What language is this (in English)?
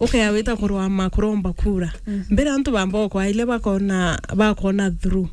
Meru